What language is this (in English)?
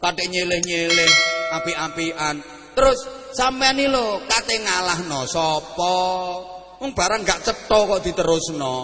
Javanese